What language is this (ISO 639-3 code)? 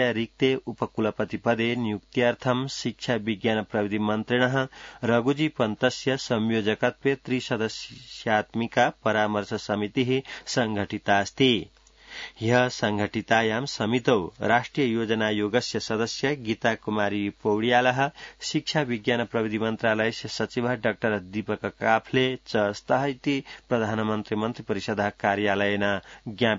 san